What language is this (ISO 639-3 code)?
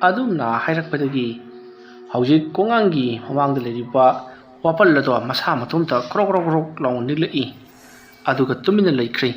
mni